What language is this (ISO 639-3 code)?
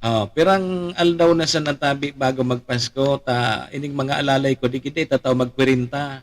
bik